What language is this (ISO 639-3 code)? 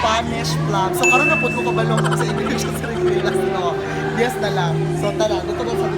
ceb